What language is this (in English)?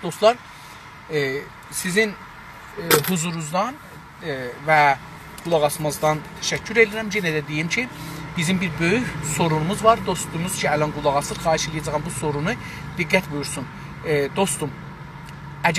South Azerbaijani